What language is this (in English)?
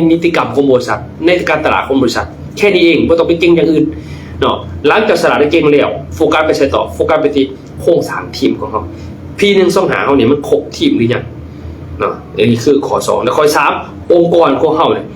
Lao